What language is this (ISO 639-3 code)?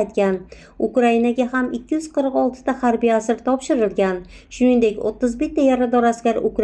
uzb